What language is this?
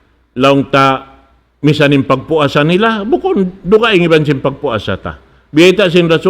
Tausug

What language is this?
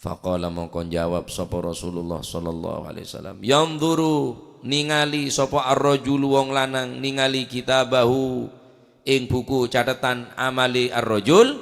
Madurese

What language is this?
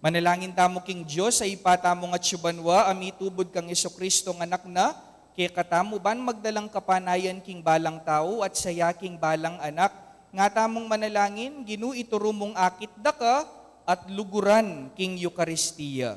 Pampanga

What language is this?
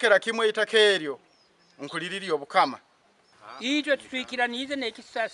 Nyankole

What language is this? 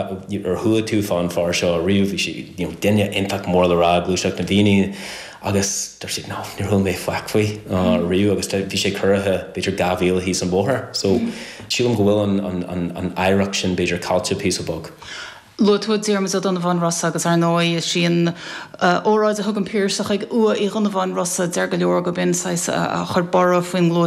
Irish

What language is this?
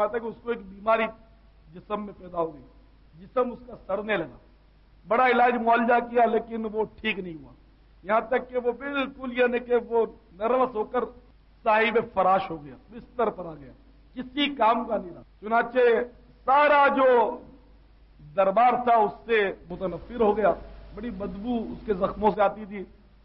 Urdu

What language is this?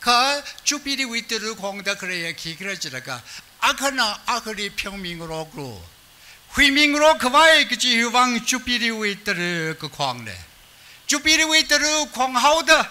Tangkhul Naga (India)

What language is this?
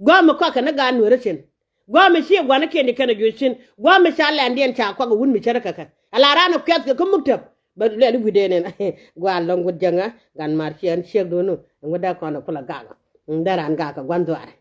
Nuer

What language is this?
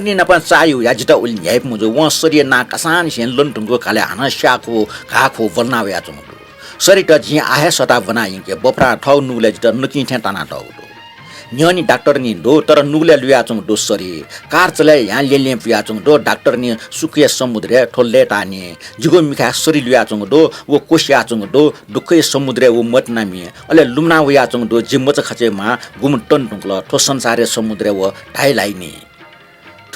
Newari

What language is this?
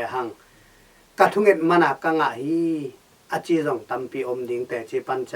Tedim Chin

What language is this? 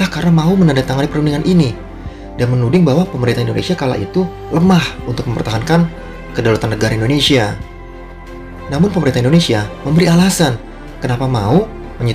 Indonesian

